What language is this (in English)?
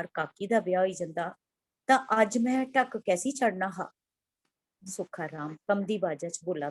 Dogri